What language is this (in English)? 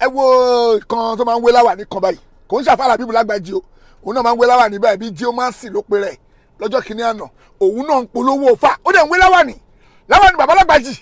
Yoruba